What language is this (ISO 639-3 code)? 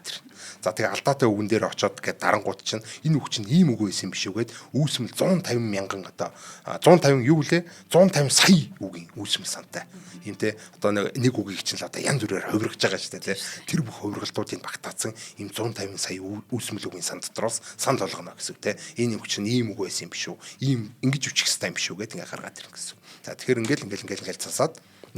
mon